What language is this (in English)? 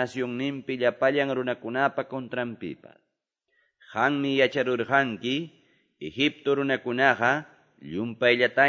Ayacucho Quechua